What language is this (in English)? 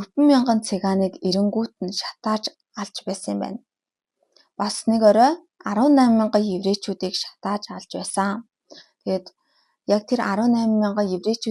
Mongolian